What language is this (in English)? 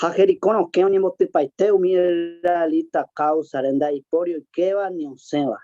Guarani